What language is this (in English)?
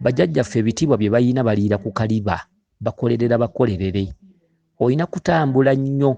Ganda